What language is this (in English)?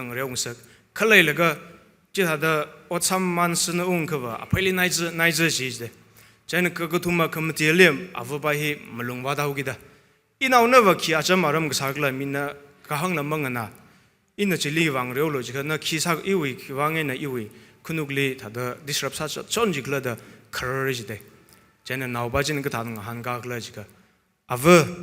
Tangkhul Naga (India)